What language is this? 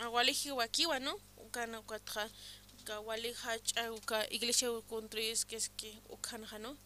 Aymara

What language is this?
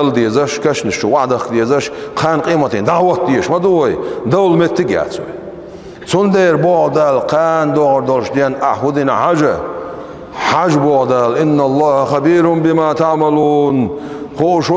Chechen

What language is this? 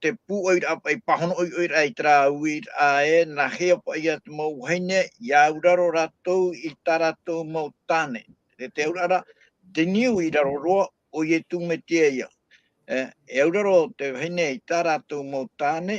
Tahitian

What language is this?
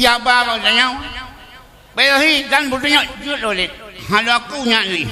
Achinese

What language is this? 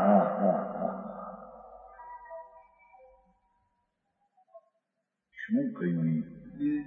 Gujarati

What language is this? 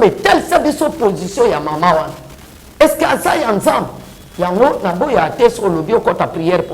Lingala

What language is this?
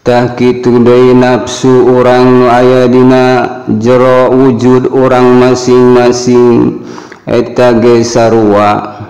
Sundanese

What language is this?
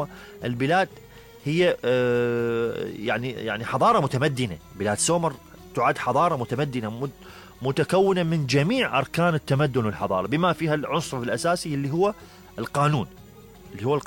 Mesopotamian Arabic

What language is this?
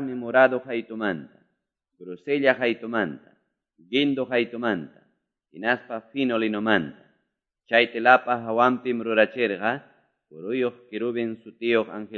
Quechua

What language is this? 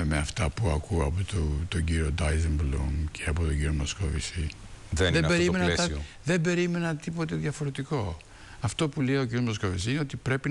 Greek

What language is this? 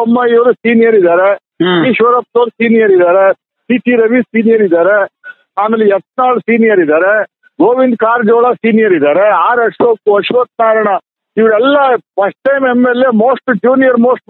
Kannada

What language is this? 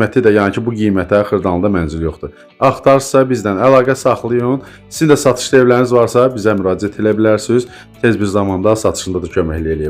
Azerbaijani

